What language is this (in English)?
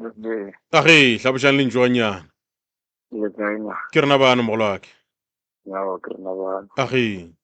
Northern Sotho